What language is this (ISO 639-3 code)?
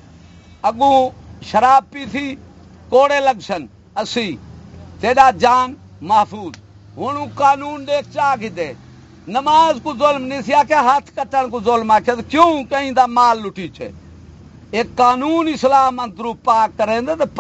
skr